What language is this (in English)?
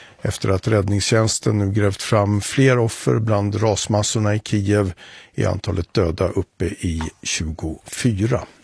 Swedish